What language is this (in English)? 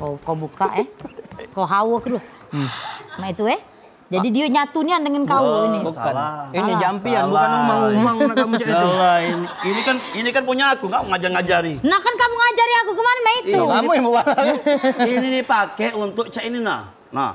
Musi